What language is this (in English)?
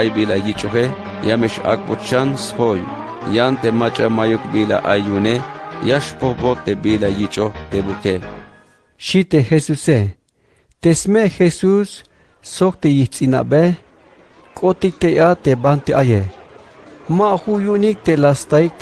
Tzeltal